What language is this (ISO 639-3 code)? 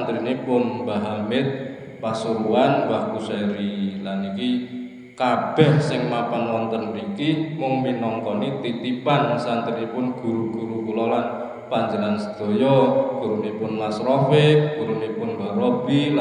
jav